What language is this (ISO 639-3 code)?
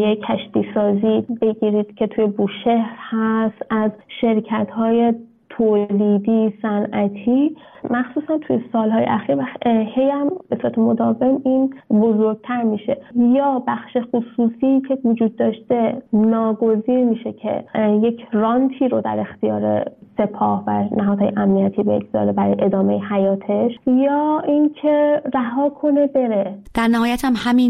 fas